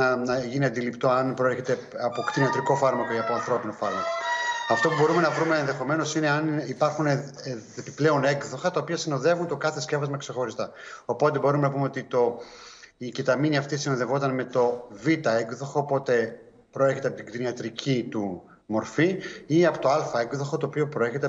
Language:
Greek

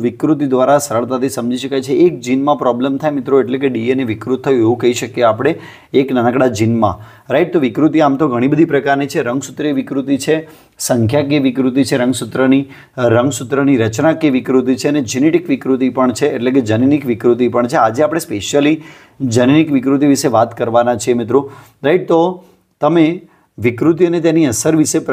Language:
Gujarati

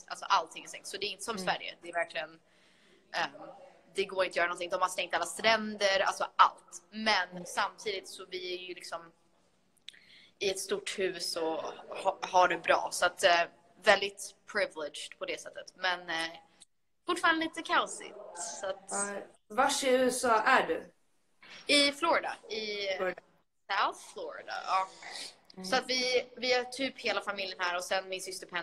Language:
Swedish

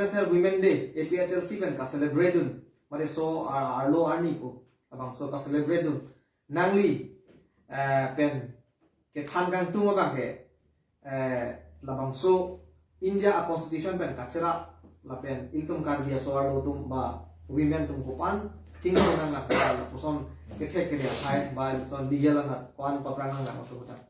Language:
Karbi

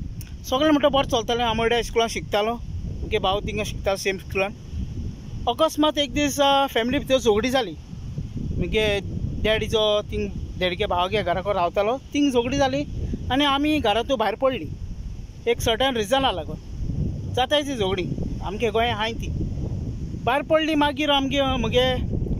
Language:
Konkani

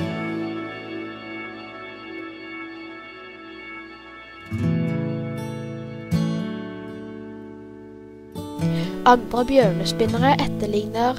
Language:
Norwegian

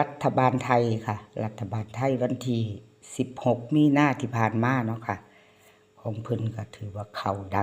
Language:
Northeastern Thai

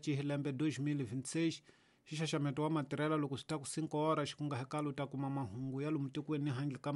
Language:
Tsonga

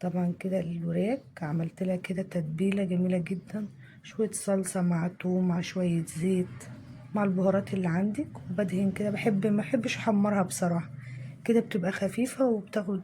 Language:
Egyptian Arabic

